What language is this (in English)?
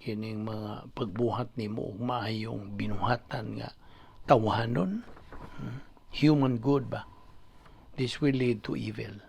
Cebuano